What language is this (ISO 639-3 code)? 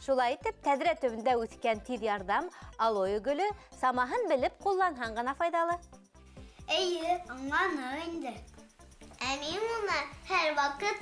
bak